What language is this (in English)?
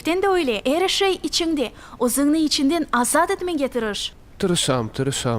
Crimean Tatar